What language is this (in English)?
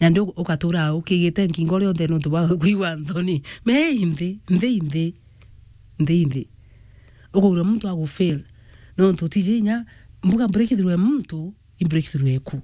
Meru